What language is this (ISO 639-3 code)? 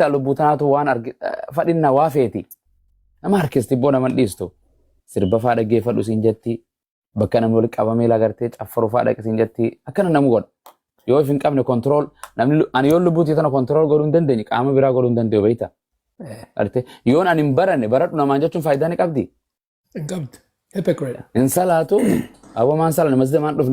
orm